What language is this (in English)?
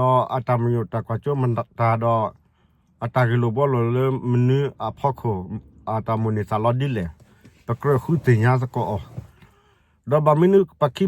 S'gaw Karen